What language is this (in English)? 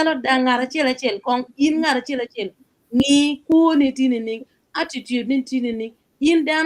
Acoli